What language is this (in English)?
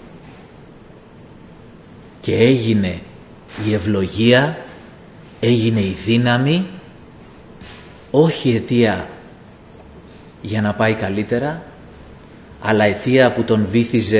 Greek